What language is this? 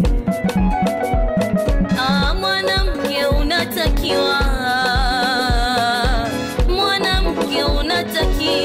Swahili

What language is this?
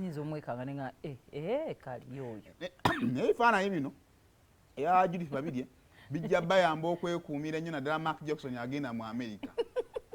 Ganda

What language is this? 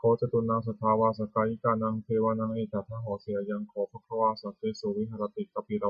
Pali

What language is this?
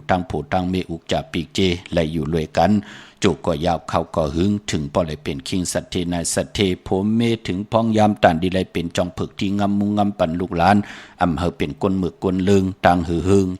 Shan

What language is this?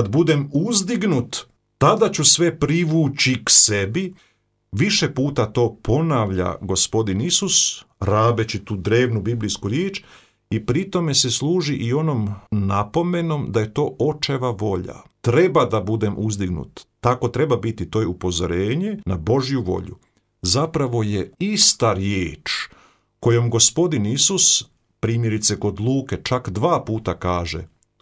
Croatian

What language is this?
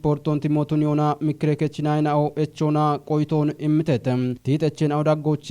Kafa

